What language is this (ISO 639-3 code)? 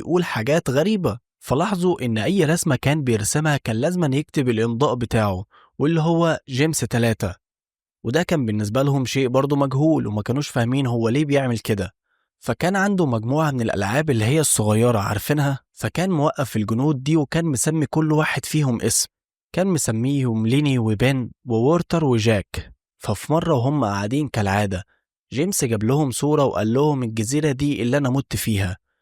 arz